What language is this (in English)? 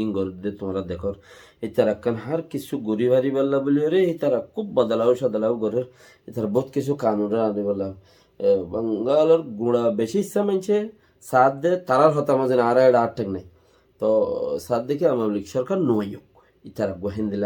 Rohingya